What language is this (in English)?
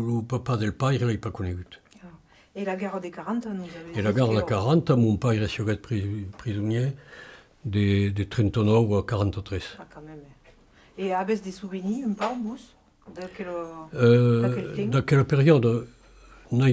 Occitan